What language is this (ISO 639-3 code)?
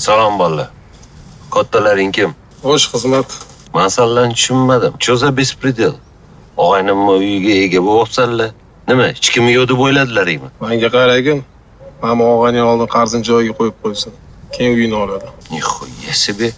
uzb